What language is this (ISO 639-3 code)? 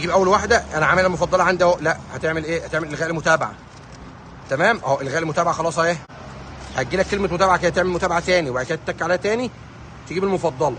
arz